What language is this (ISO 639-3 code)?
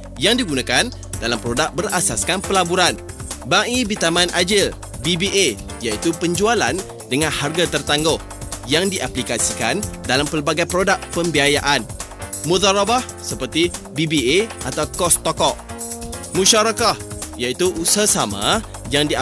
msa